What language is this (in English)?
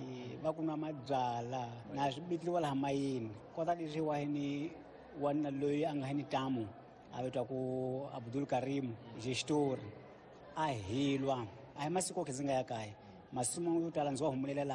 Tsonga